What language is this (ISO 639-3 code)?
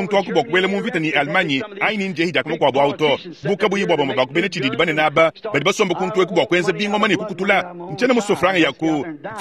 lua